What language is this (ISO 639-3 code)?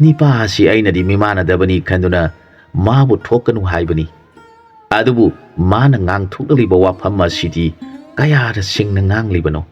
mni